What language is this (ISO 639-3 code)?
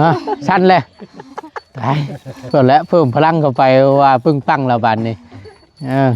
tts